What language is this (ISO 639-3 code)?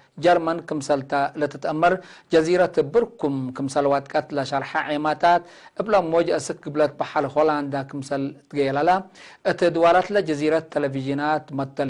tig